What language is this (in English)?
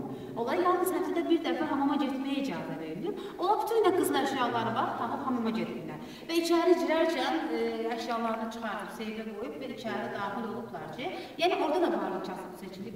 Azerbaijani